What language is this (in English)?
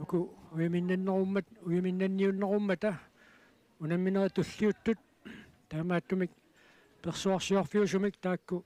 Kalaallisut